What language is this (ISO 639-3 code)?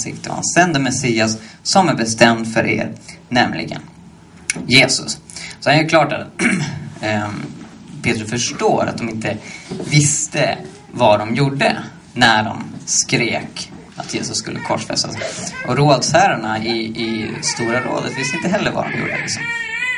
swe